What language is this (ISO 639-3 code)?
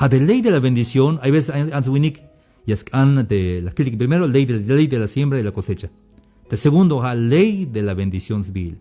tzh